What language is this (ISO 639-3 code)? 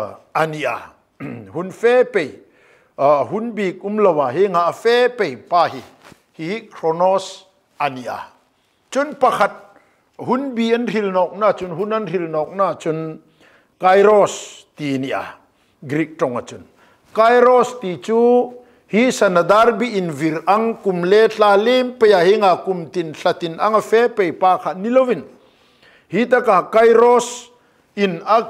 hmr